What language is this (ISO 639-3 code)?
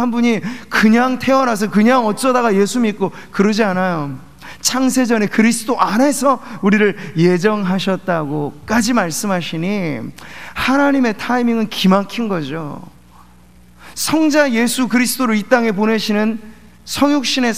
kor